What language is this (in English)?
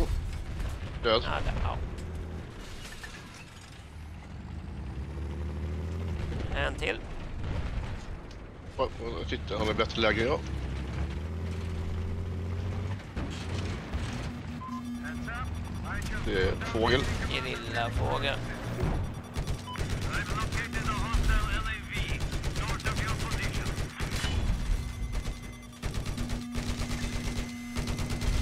Swedish